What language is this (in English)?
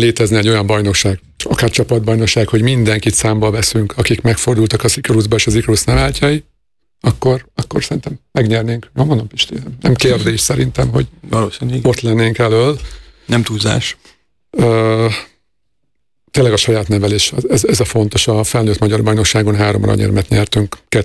Hungarian